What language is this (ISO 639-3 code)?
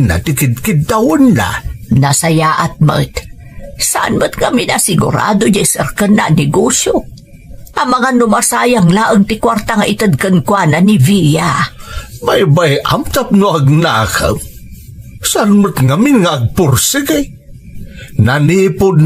ilo